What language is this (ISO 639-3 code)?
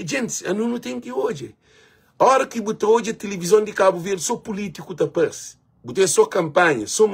kea